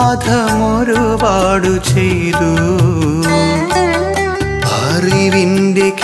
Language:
Malayalam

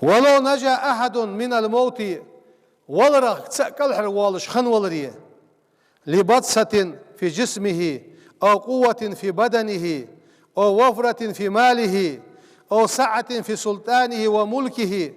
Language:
Ingush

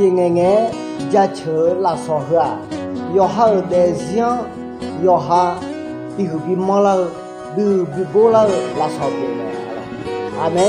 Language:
Akha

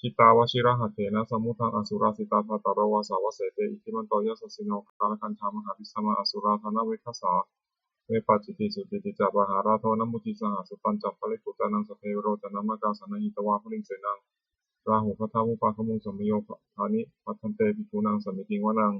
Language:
Pali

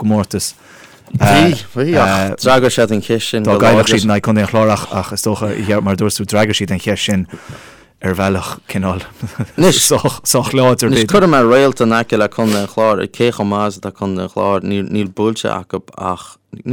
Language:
Irish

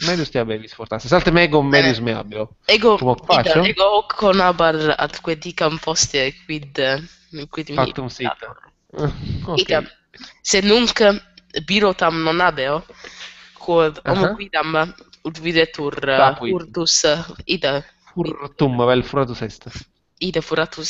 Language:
Latin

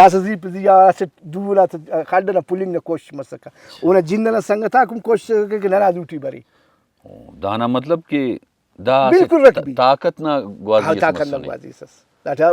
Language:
Brahui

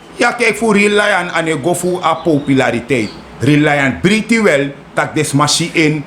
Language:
Sranan Tongo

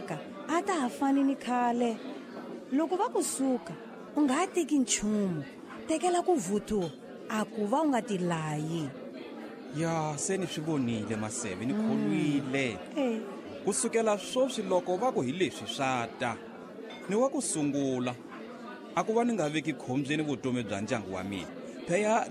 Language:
Tsonga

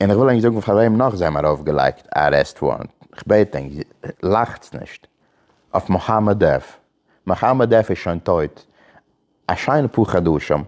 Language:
Yiddish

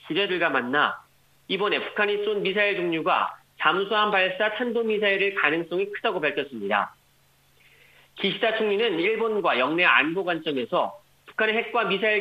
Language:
Korean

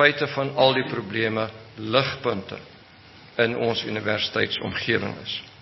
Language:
Afrikaans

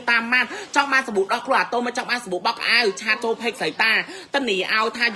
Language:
Khmer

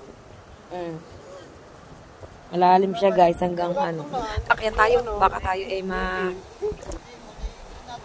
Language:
Filipino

